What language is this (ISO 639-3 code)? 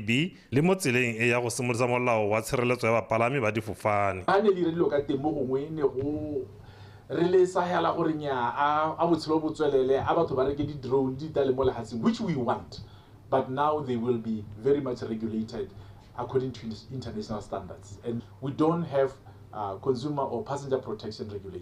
tsn